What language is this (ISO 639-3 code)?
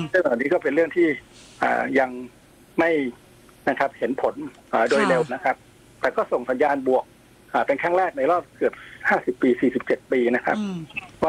tha